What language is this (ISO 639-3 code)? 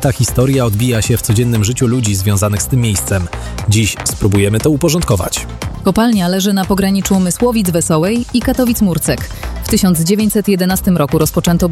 pol